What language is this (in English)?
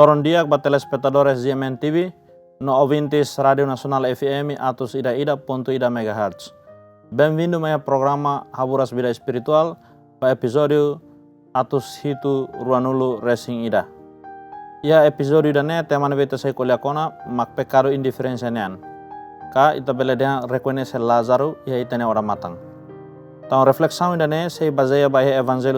Tetum